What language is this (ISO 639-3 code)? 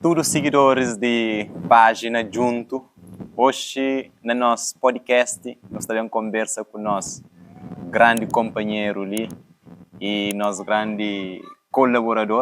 kea